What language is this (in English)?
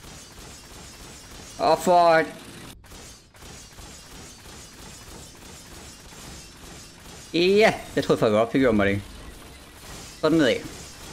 Danish